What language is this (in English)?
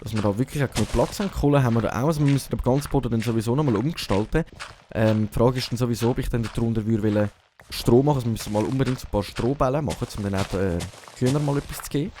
Swiss German